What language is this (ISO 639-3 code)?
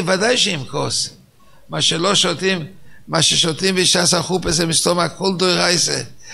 heb